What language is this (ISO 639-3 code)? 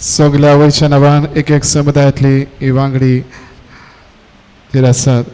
kok